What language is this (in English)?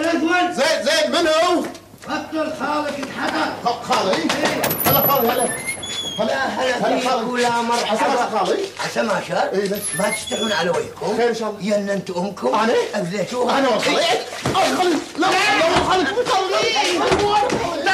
Gulf Arabic